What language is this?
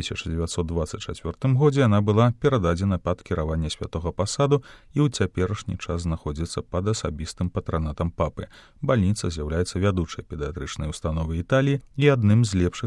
Belarusian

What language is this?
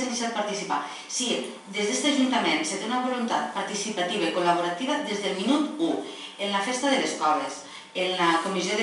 Catalan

